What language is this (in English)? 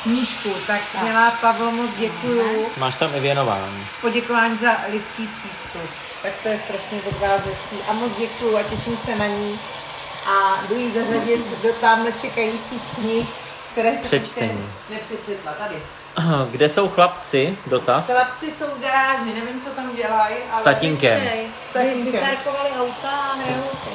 Czech